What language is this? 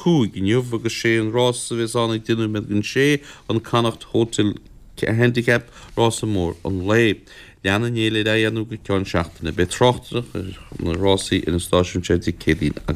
Irish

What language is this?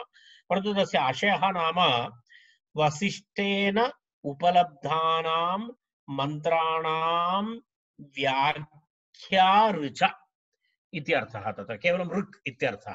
Sanskrit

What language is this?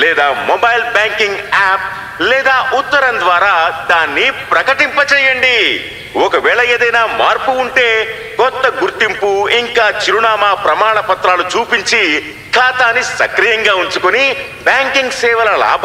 Telugu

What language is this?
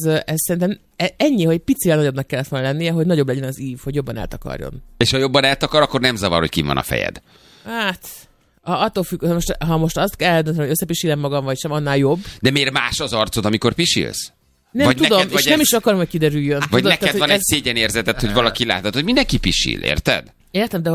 Hungarian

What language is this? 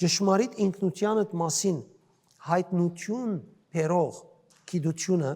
Western Armenian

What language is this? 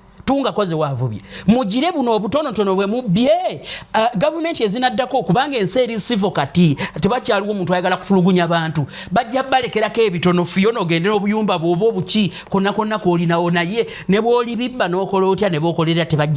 Ganda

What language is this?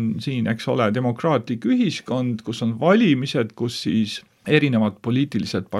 Estonian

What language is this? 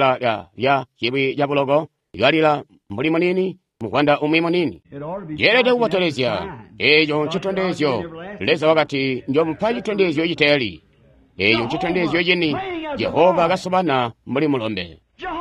Tonga (Zambia)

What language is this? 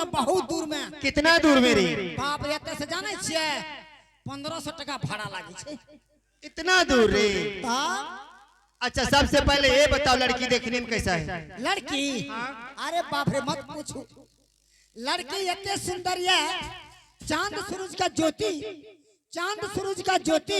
Angika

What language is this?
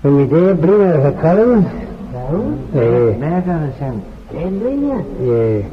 Manx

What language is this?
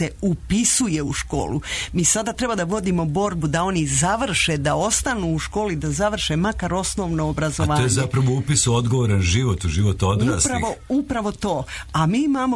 Serbian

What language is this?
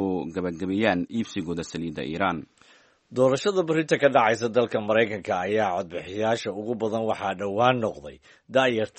Somali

